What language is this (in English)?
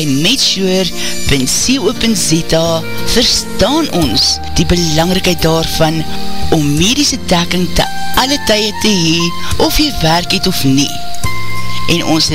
Afrikaans